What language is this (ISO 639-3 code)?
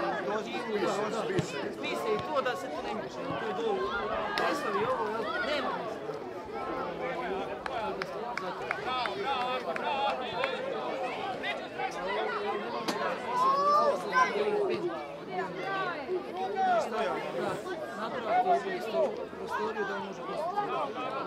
hrv